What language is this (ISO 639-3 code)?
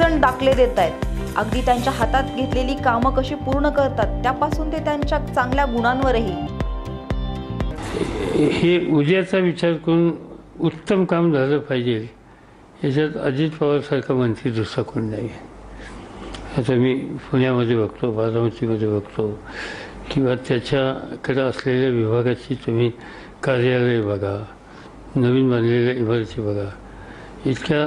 mar